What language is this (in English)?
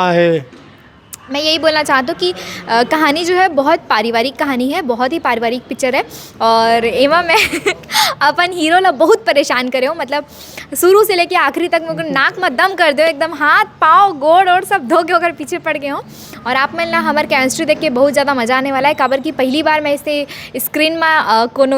Chhattisgarhi